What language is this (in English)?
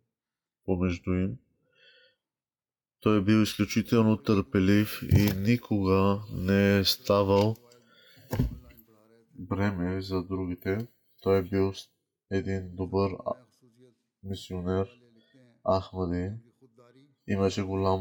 Bulgarian